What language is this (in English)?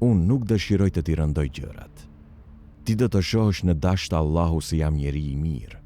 Albanian